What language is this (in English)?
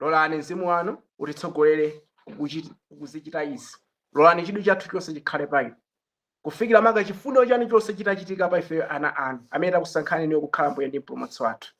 Nyanja